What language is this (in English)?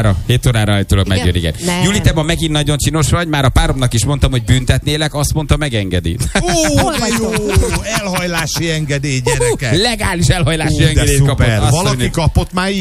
Hungarian